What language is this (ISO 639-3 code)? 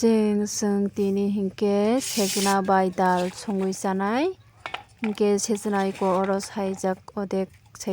trp